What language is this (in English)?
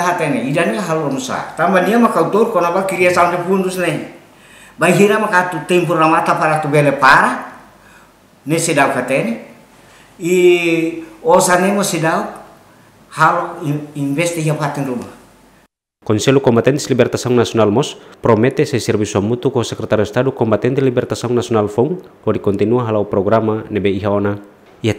Tetum